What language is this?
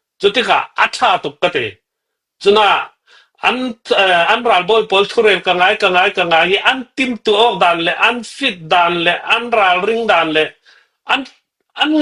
Falam Chin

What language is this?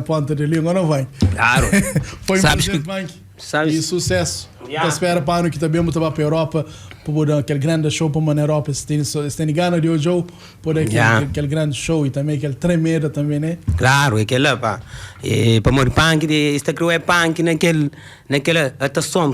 Kabuverdianu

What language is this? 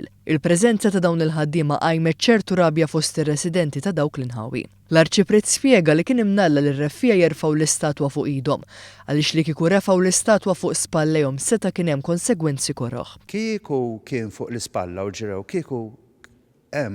Maltese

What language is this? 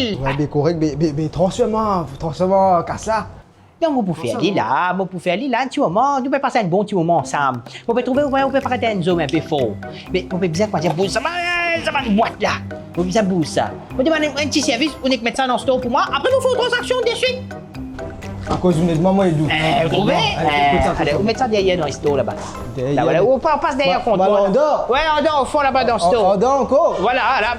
Morisyen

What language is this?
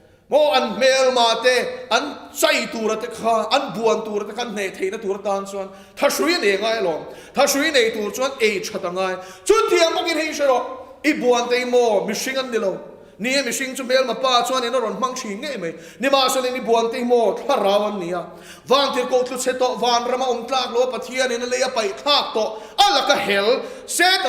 Mizo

